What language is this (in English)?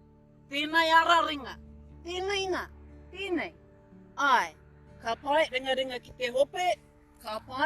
Māori